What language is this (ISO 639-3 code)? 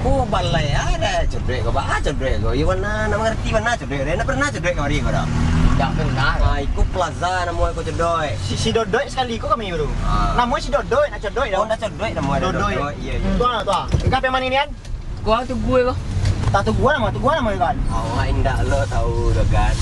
min